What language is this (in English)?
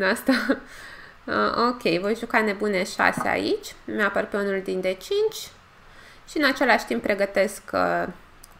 Romanian